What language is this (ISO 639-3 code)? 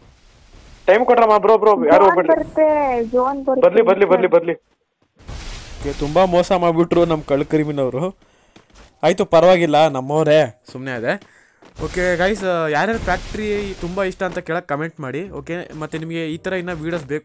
kan